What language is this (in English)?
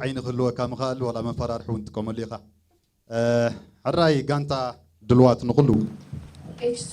Tigrinya